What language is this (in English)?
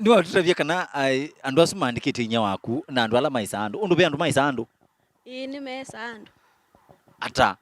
Kamba